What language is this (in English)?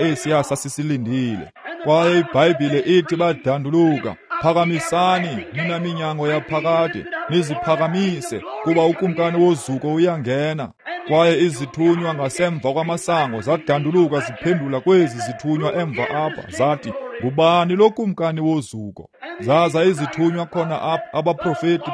Xhosa